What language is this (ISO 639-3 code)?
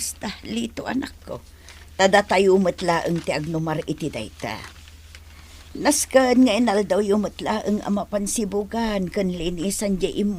ilo